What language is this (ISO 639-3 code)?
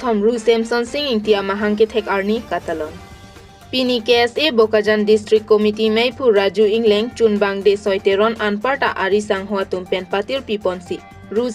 mjw